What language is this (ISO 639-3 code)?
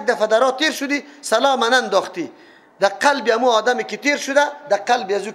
fas